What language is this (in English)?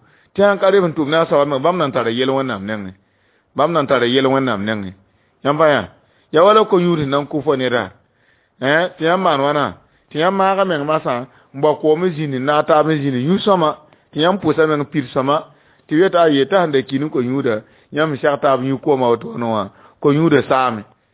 Mossi